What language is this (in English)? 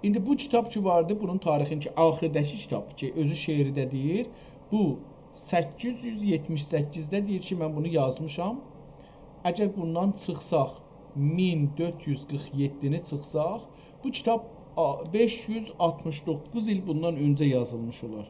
South Azerbaijani